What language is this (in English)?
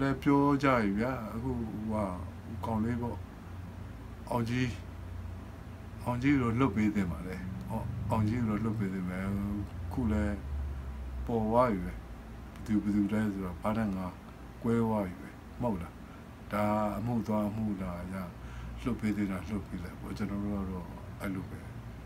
Burmese